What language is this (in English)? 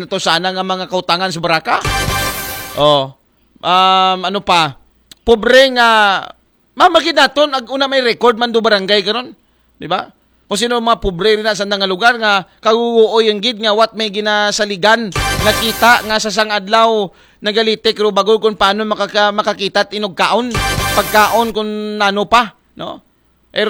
Aklanon